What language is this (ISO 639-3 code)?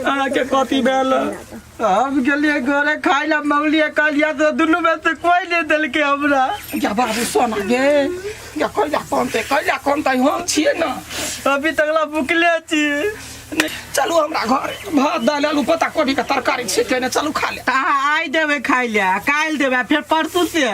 mai